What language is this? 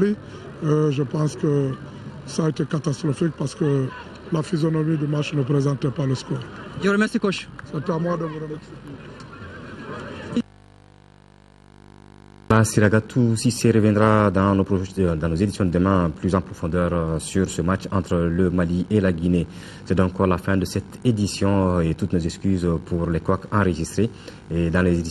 French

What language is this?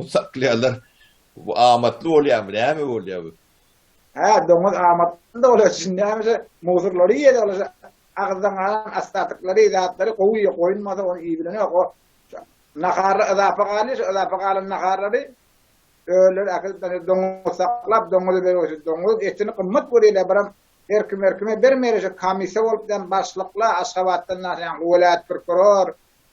Turkmen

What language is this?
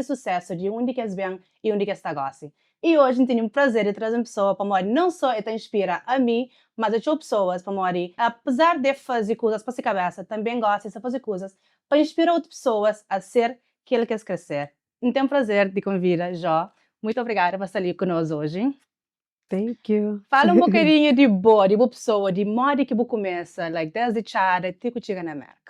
Kabuverdianu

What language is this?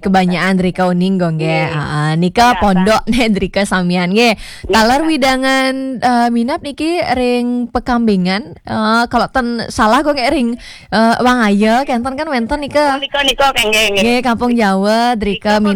Balinese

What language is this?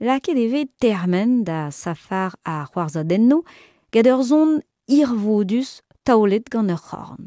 Breton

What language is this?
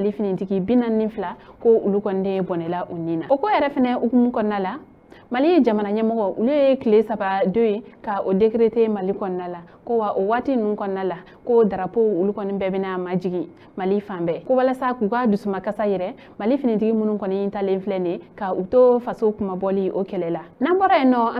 Bambara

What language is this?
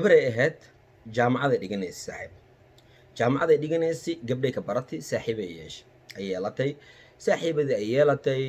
Somali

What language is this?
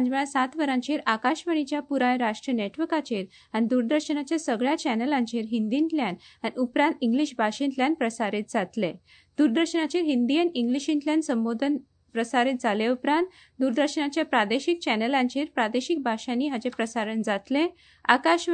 Konkani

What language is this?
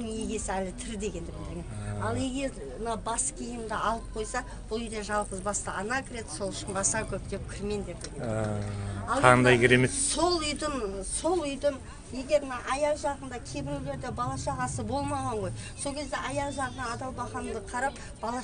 Kazakh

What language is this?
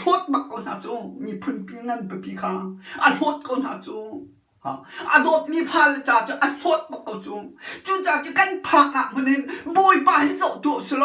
Hakha Chin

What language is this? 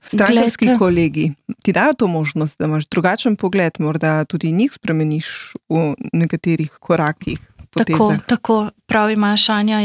Slovenian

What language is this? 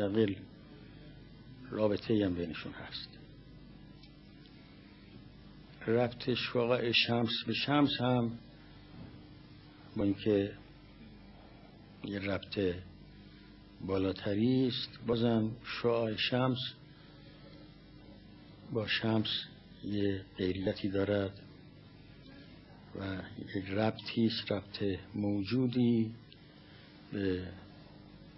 Persian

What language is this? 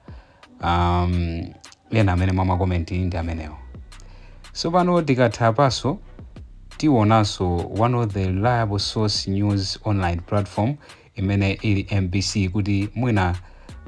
Nyanja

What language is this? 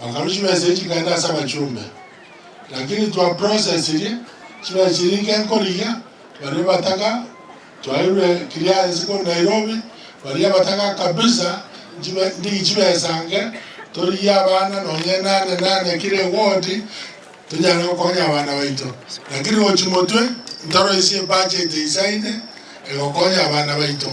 Gusii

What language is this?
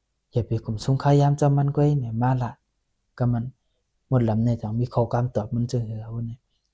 Shan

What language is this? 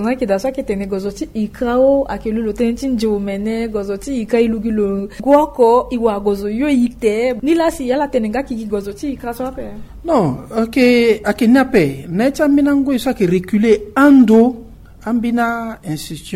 Sango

